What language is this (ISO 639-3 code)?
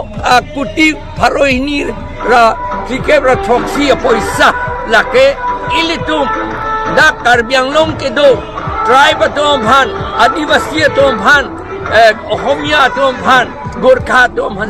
mjw